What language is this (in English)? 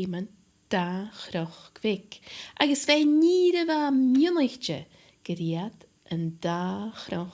Scottish Gaelic